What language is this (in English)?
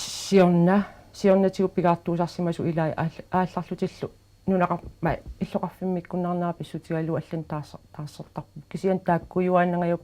Kalaallisut